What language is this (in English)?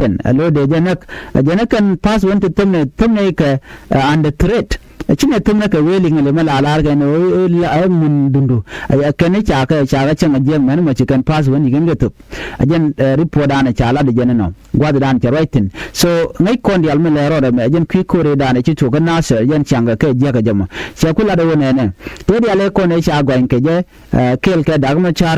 Nuer